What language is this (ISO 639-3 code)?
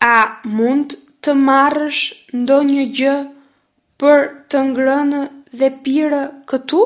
sqi